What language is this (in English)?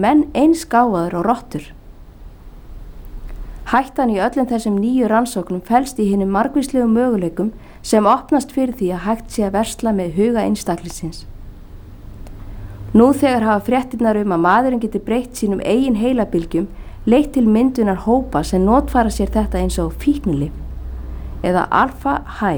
Icelandic